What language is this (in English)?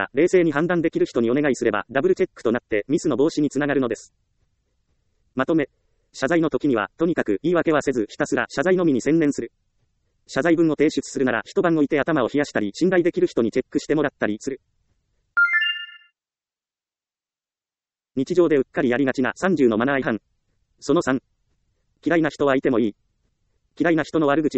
Japanese